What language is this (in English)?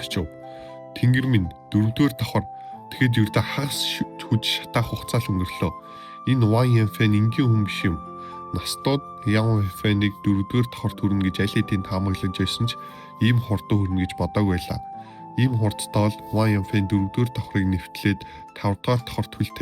Mongolian